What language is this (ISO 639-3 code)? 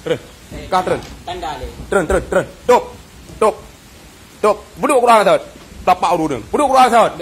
ace